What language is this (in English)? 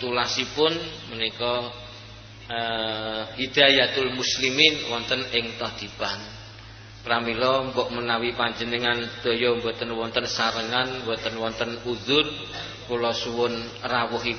Javanese